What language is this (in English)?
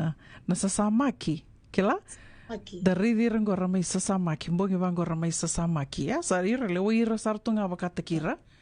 Fijian